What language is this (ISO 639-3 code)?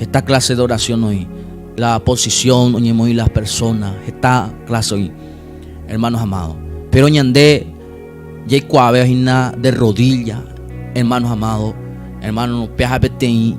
grn